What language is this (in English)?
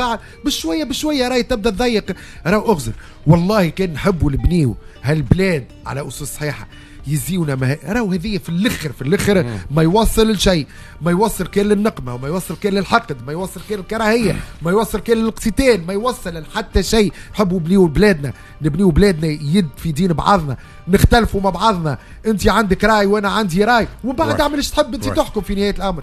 Tunisian Arabic